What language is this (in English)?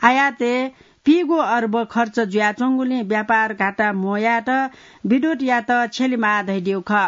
Newari